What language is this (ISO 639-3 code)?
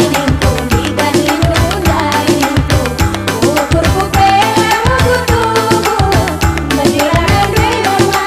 btx